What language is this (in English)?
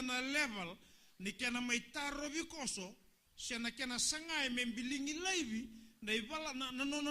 Fijian